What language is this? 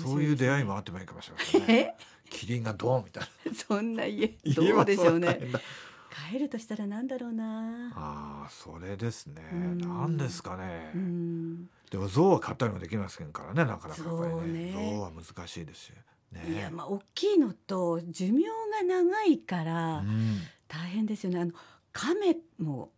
Japanese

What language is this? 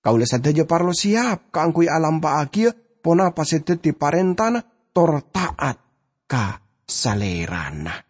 Madurese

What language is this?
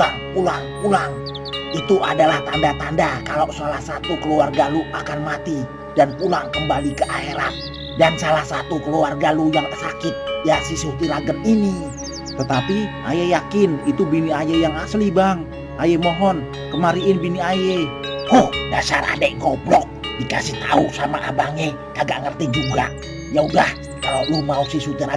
Betawi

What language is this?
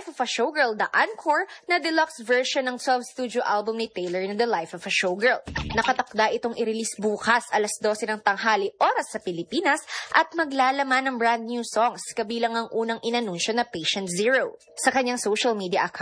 Filipino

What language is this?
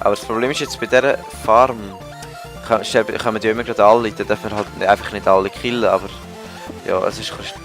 Swiss German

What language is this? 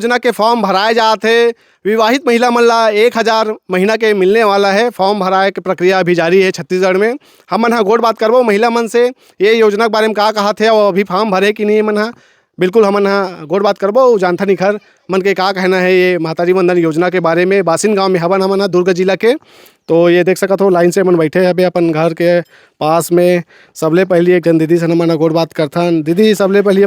Chhattisgarhi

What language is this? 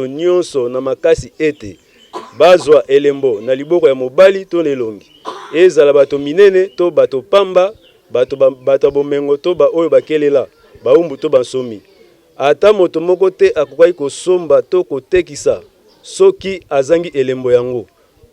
Lingala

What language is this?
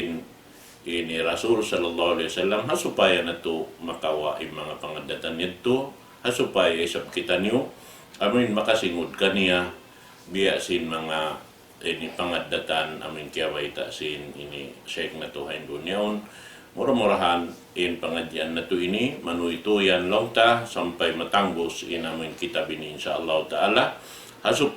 Tausug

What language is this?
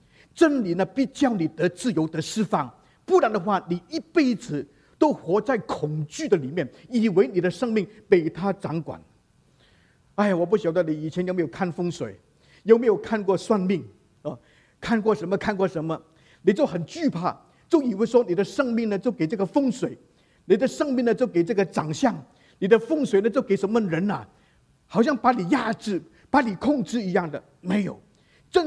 Chinese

